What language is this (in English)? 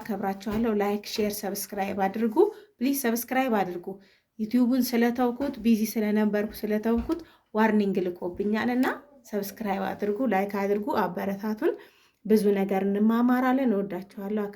Amharic